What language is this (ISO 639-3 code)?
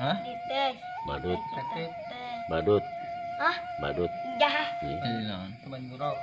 sun